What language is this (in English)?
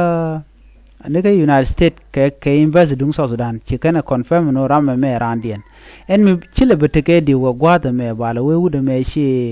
Nuer